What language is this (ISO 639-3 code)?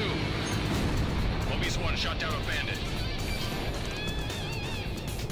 eng